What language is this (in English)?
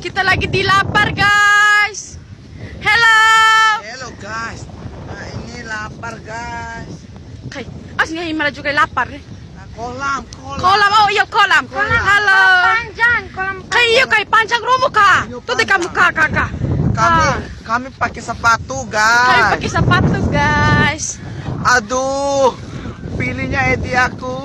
Bima